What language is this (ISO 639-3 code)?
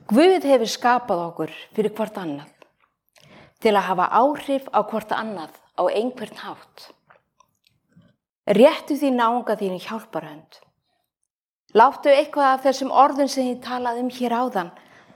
isl